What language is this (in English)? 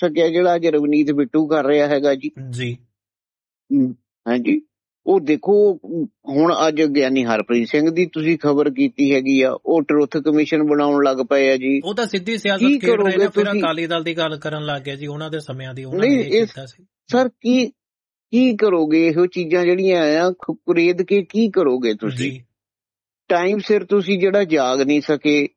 Punjabi